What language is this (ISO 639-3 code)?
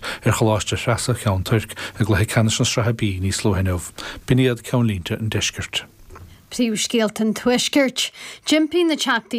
gle